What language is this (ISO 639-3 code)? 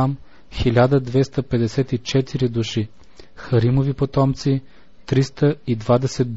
bul